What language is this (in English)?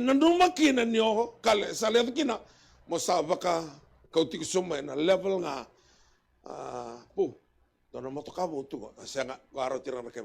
Fijian